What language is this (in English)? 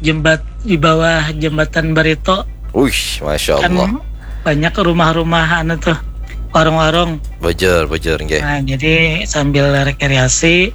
Banjar